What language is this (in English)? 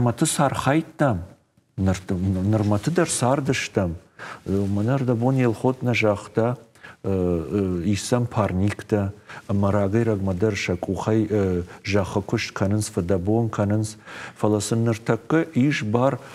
Ossetic